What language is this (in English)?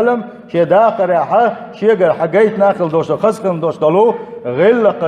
Chechen